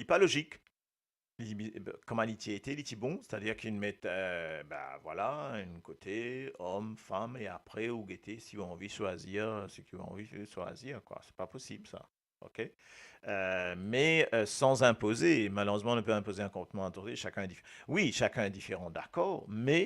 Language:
Morisyen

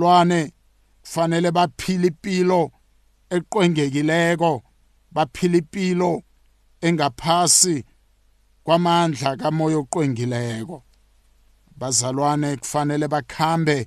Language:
South Ndebele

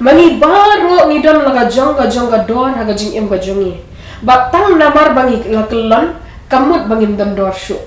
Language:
Khasi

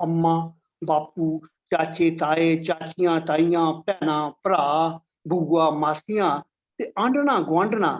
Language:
Dogri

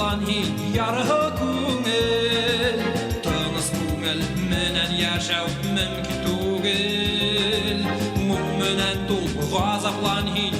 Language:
Bashkir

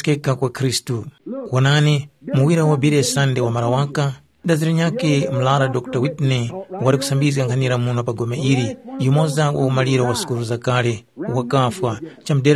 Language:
Tumbuka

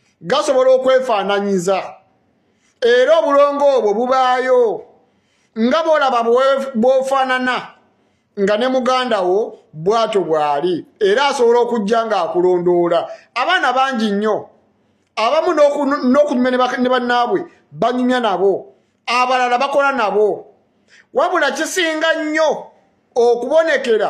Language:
Ganda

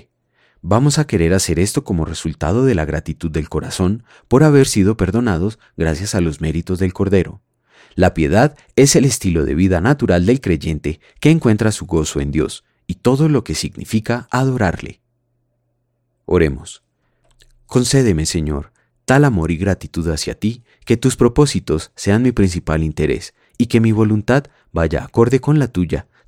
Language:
Spanish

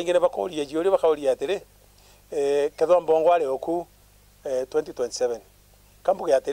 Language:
Meru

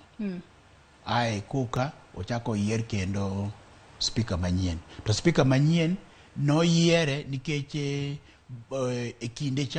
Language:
Luo (Kenya and Tanzania)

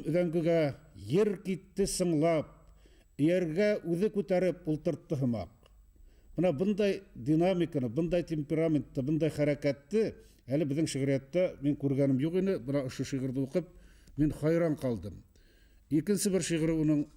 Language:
Bashkir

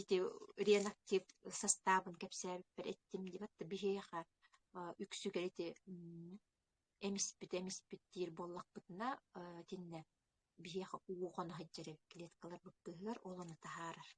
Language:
Yakut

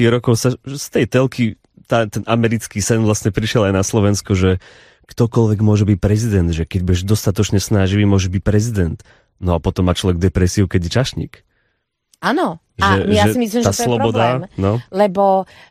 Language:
Slovak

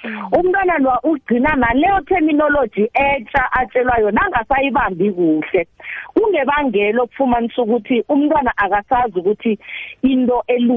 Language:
South Ndebele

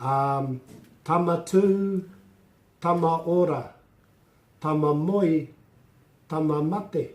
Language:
Māori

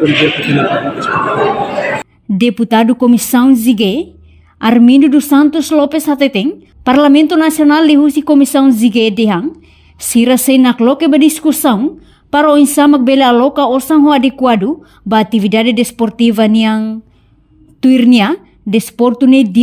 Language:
Tetum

